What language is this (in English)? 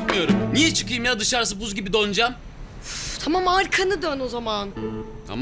Turkish